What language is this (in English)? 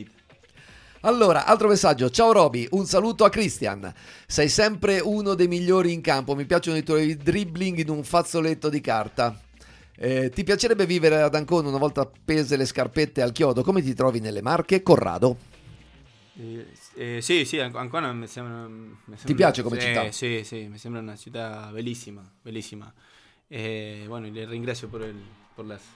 Italian